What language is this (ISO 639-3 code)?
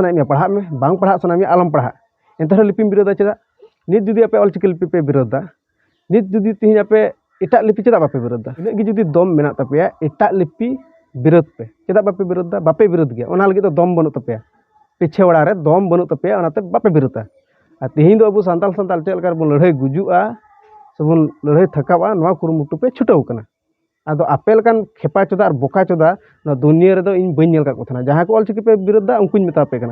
sat